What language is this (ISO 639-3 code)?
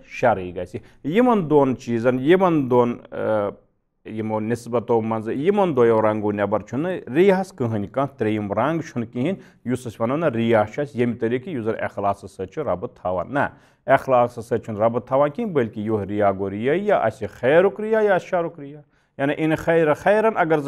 kas